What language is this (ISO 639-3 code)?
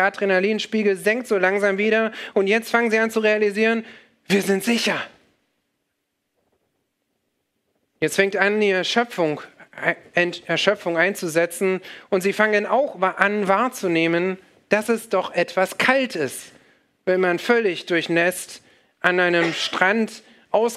deu